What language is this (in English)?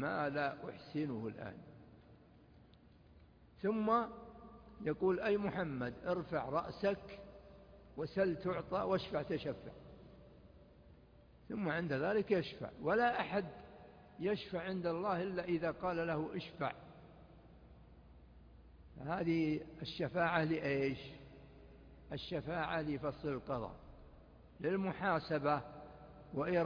Arabic